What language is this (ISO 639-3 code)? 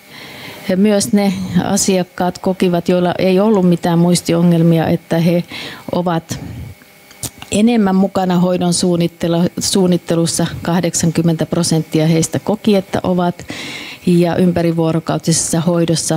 fin